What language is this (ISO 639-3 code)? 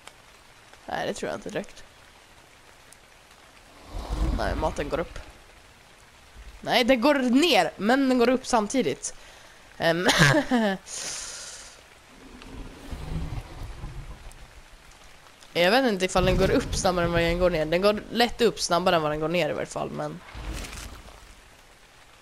swe